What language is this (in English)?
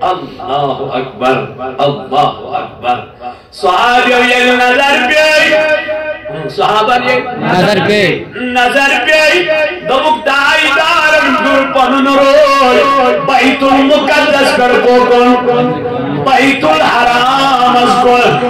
Kashmiri